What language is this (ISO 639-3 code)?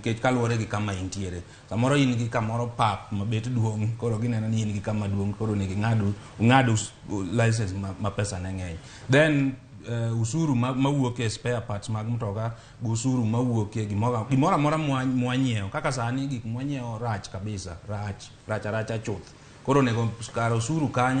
luo